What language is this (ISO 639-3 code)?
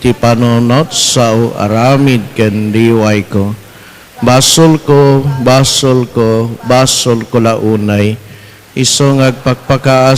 ilo